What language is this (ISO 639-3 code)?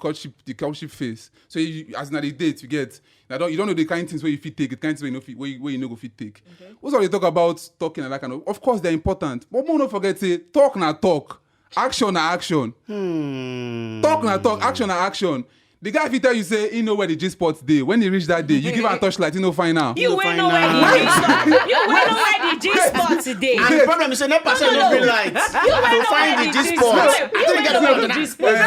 pcm